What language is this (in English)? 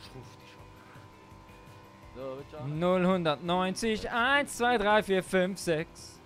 Swiss German